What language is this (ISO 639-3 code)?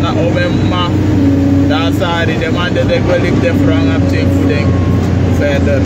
srn